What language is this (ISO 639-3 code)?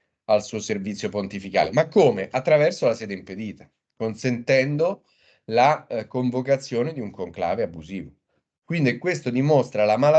ita